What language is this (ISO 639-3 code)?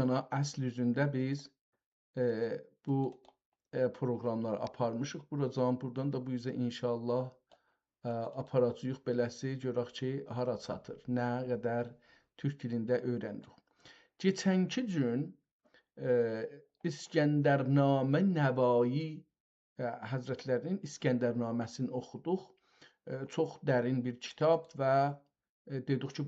azb